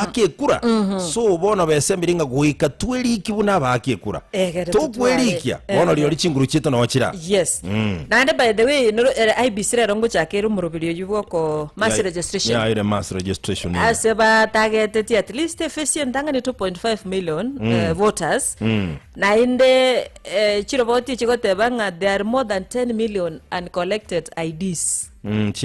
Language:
Gusii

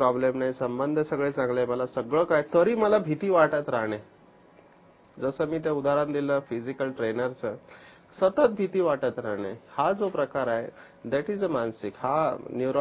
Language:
Marathi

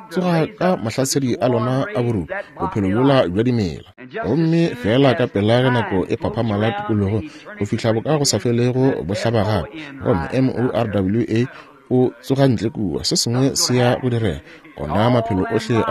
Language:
Northern Sotho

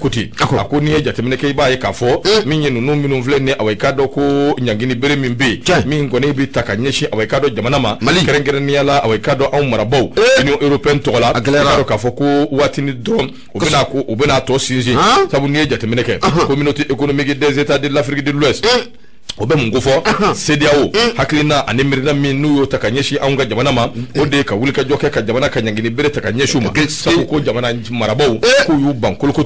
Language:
Bambara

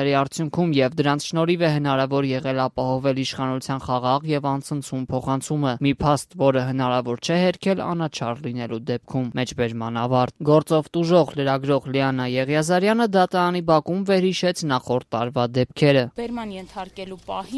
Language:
Armenian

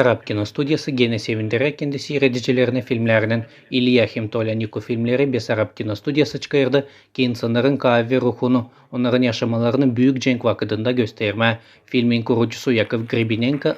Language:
Gagauz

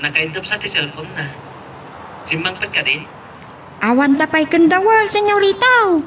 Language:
Iloko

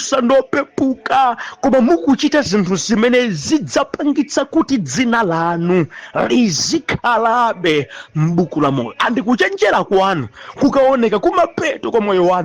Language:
Nyanja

